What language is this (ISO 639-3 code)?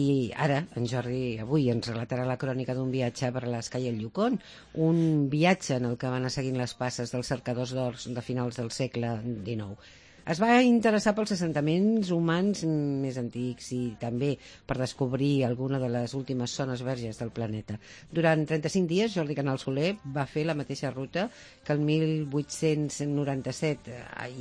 cat